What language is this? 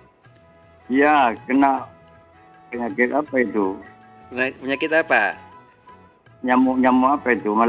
Indonesian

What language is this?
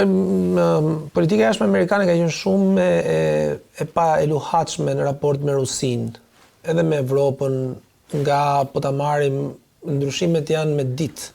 Albanian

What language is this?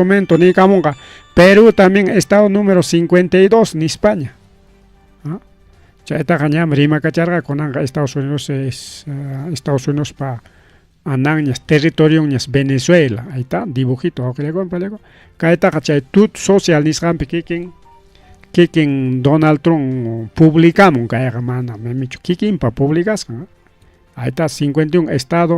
Ayacucho Quechua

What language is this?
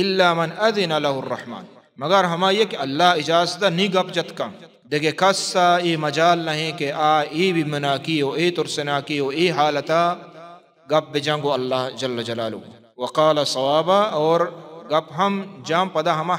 Baluchi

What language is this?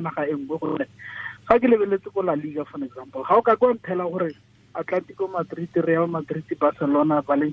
Tswana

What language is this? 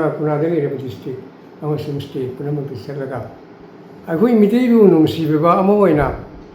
Manipuri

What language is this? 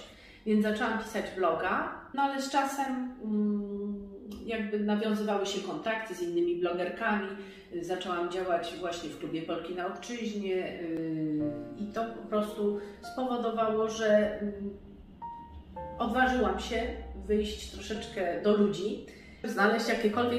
Polish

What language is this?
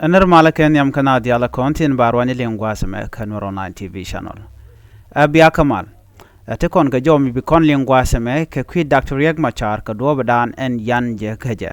Nuer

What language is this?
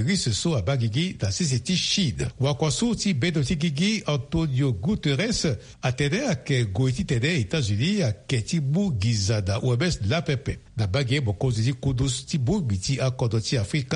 Sango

